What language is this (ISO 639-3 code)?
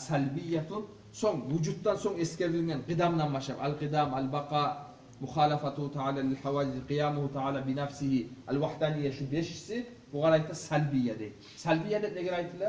kum